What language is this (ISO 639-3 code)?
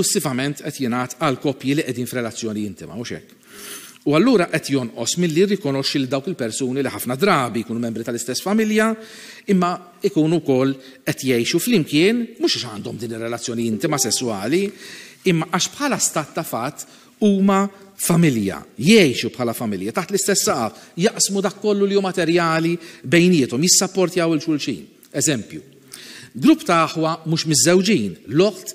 mlt